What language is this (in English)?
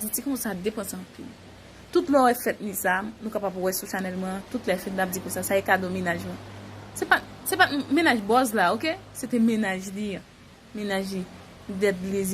Haitian Creole